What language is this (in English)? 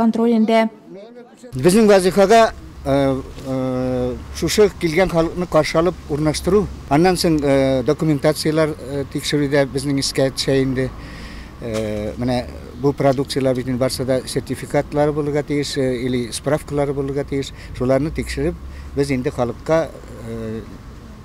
Tatar